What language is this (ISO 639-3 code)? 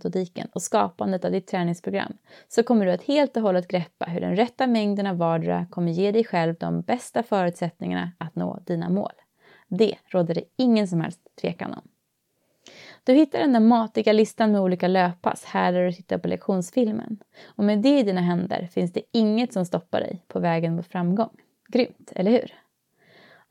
swe